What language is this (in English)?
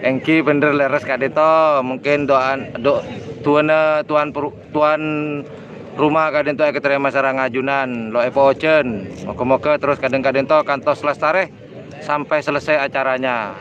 Madurese